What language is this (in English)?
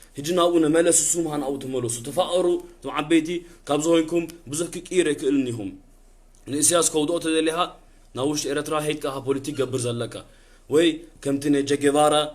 Tigrinya